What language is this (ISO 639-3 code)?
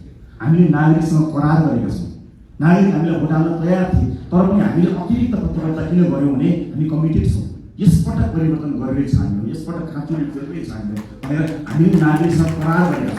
nep